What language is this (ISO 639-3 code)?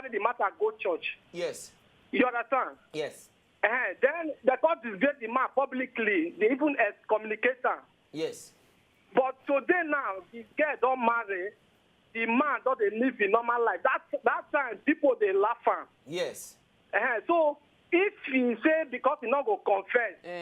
pcm